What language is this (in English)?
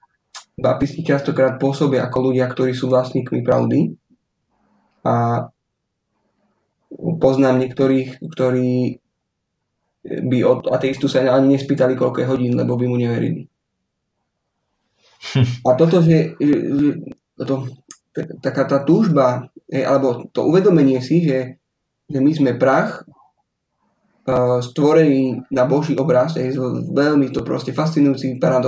Slovak